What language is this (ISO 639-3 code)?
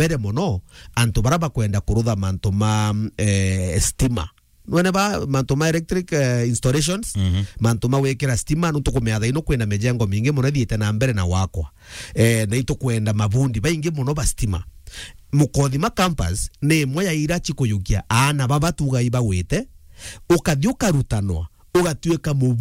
mer